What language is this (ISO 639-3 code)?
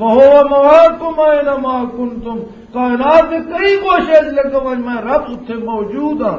lah